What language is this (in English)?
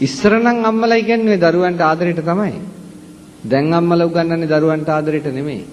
Sinhala